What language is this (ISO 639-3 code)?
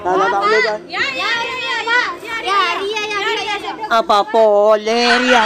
mad